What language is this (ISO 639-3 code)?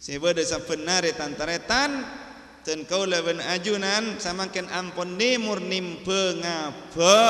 mad